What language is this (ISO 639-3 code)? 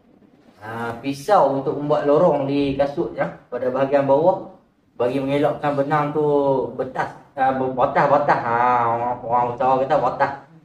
msa